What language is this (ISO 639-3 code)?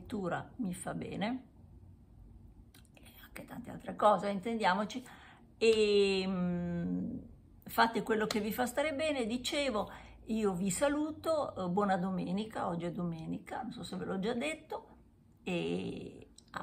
ita